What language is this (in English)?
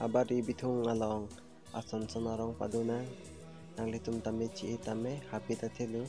Karbi